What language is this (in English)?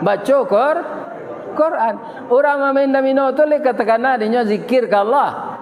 Minangkabau